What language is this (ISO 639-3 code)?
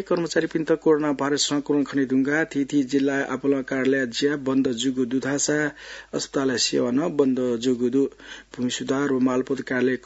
new